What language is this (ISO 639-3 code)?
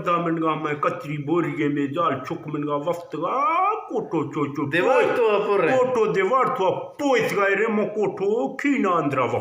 bgp